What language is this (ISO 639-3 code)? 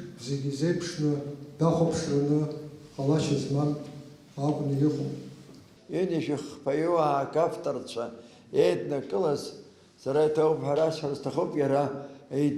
abk